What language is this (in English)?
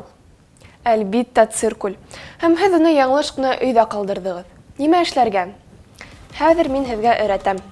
Bashkir